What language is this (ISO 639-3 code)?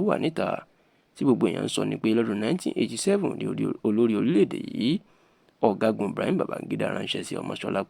yor